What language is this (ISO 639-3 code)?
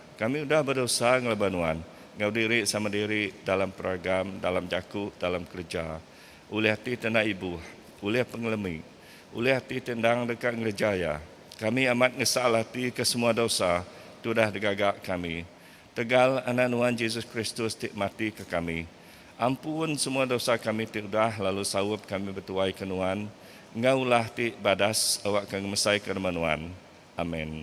iba